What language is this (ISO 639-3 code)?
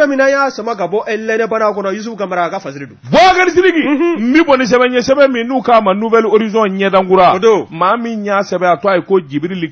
bam